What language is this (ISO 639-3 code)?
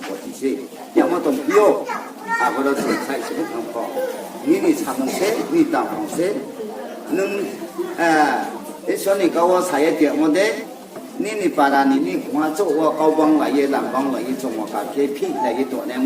ria